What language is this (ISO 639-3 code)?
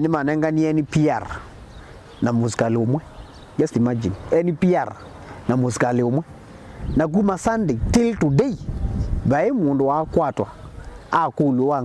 kam